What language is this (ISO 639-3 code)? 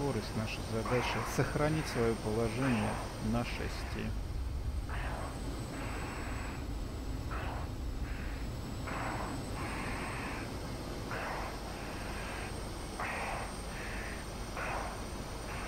rus